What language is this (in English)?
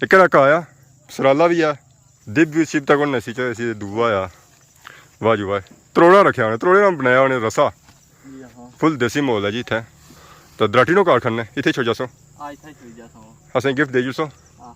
Pahari-Potwari